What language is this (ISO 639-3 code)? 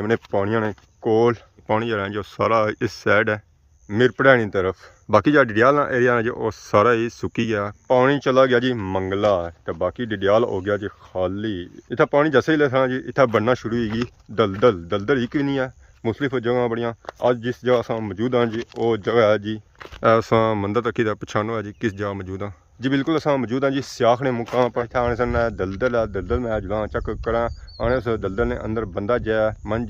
phr